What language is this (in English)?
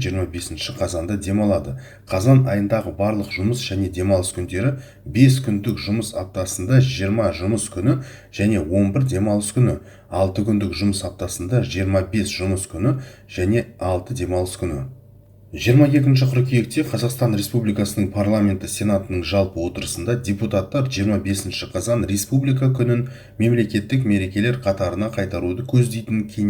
Kazakh